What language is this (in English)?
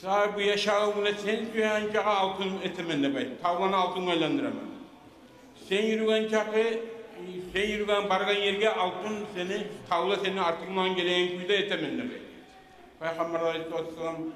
Kumyk